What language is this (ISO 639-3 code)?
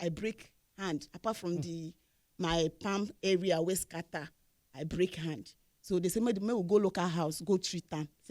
pcm